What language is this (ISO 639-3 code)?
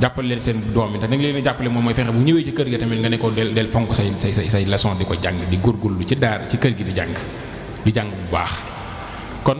wol